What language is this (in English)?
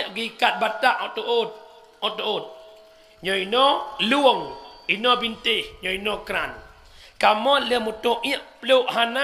Achinese